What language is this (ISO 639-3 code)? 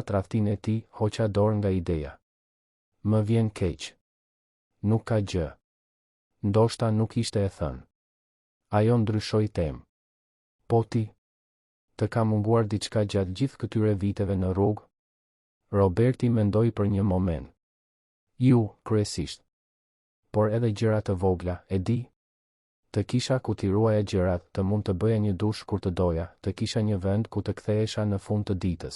sqi